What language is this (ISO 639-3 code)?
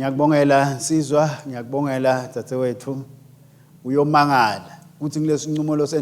ssw